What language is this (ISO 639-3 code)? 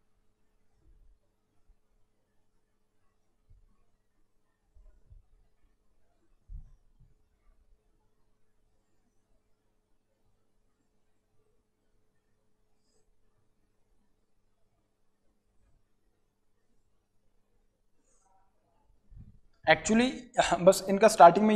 hin